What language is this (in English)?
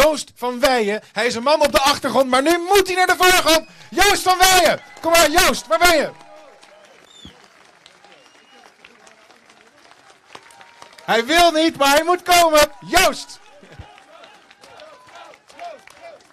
Dutch